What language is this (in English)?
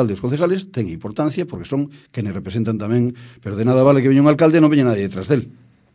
Galician